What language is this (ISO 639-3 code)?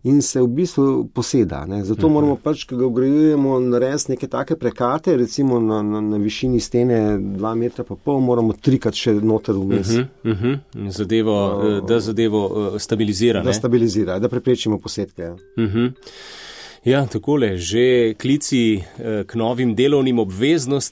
slv